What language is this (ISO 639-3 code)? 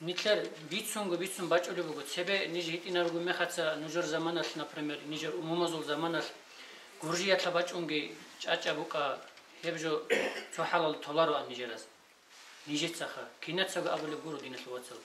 ava